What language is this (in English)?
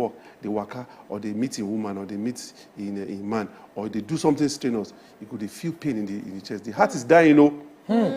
Nigerian Pidgin